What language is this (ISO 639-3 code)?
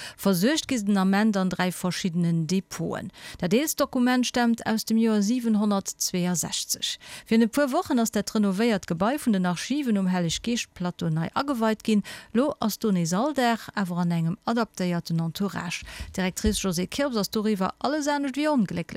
ltz